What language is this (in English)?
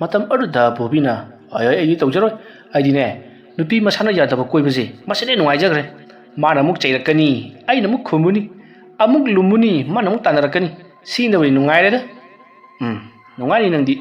Manipuri